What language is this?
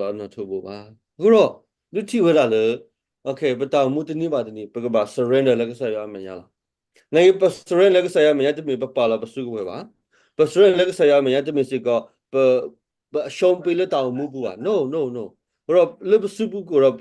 S'gaw Karen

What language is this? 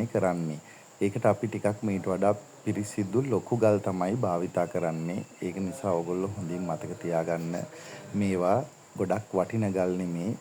Sinhala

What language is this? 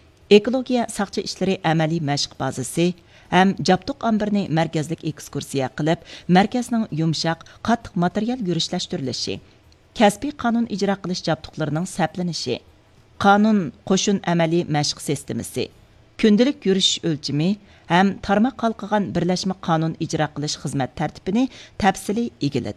Uyghur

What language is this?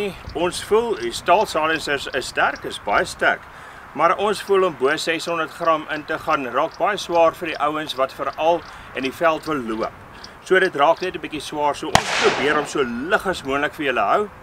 Afrikaans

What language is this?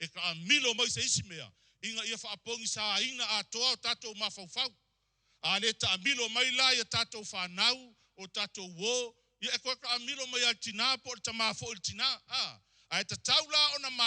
Samoan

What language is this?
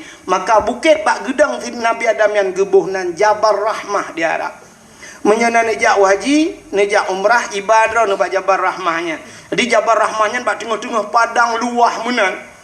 Achinese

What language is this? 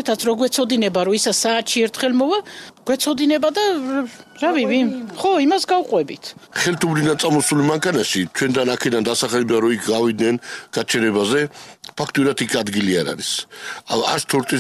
Georgian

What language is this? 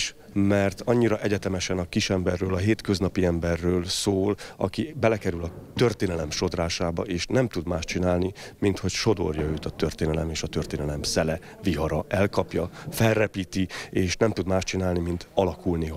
Hungarian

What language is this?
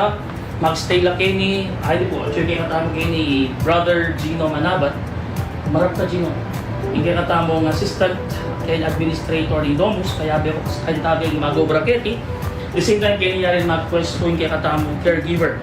Pampanga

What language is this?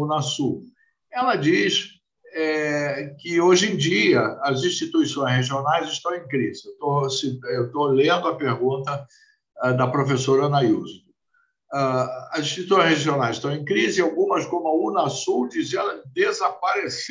Portuguese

